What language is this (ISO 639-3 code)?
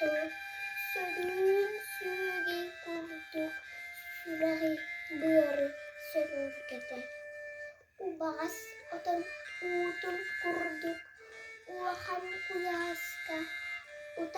sah